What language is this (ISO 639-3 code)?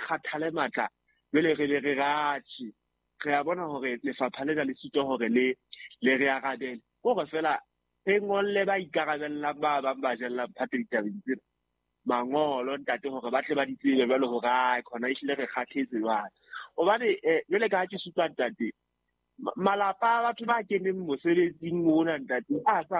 sot